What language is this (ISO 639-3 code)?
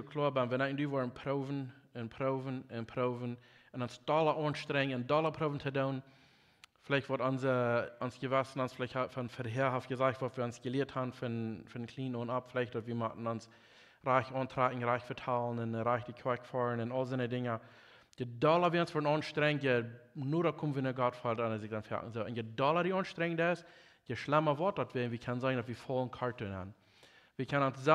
pdt